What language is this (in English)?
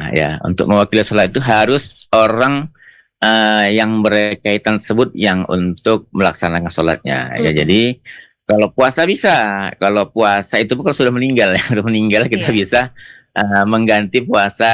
Indonesian